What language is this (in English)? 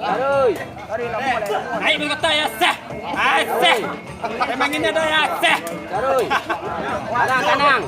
Minangkabau